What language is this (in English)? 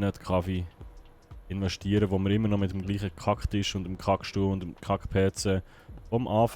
Swiss German